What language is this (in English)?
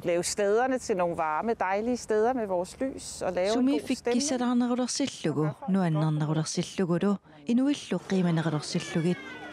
Kalaallisut